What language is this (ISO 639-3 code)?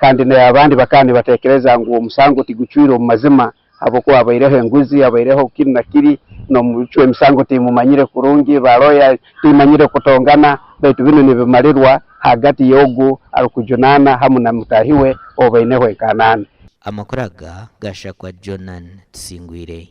nyn